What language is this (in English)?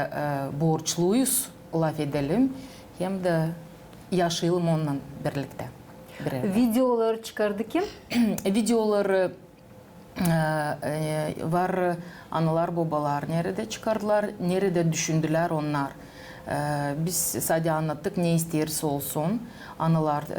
Gagauz